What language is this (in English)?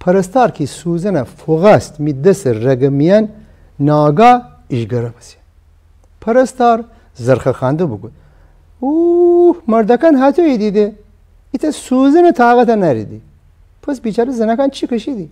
Gilaki